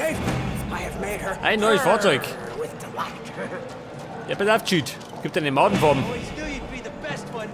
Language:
Bavarian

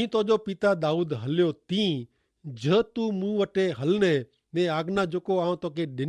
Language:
Kachhi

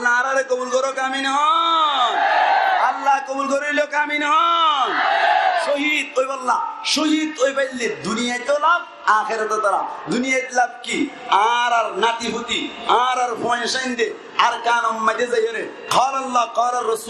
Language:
Rohingya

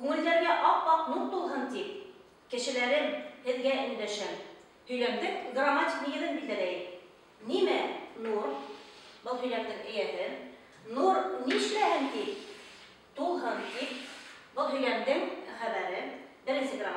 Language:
Bashkir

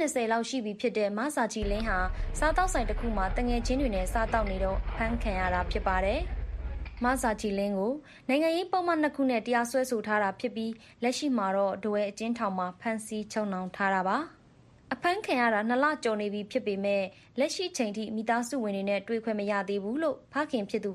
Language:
Burmese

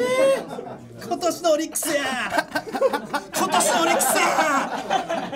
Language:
Japanese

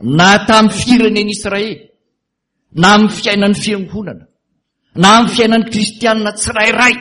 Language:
Malagasy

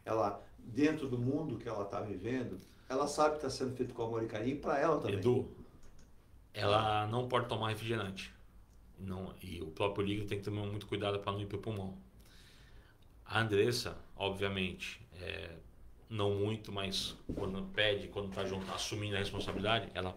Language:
Portuguese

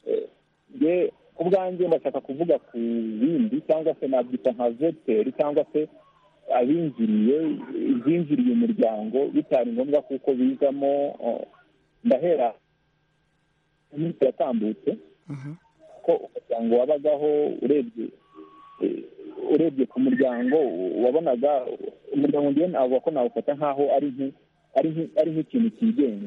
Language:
Kinyarwanda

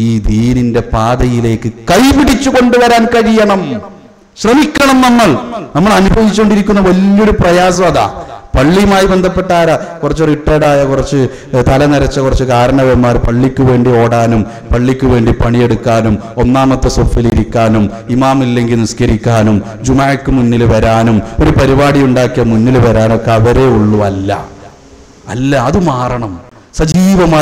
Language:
Malayalam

